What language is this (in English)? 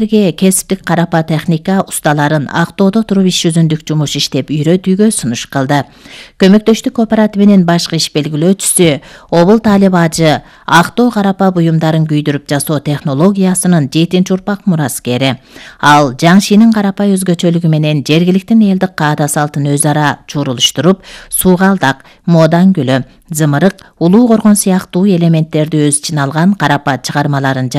Kyrgyz